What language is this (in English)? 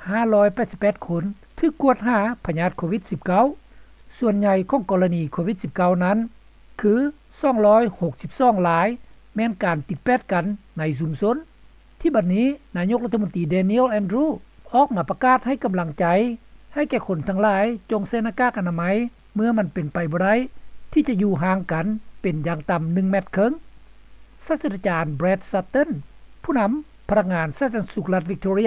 Lao